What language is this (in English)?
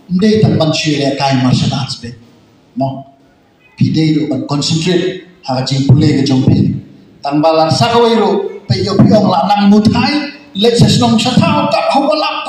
Khasi